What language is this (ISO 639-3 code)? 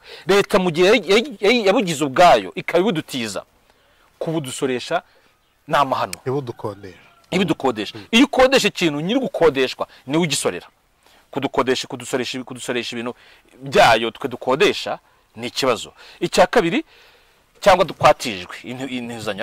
kin